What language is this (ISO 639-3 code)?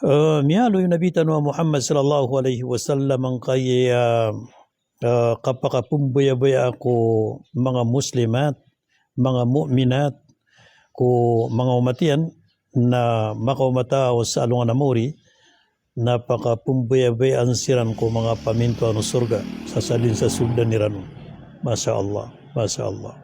mrw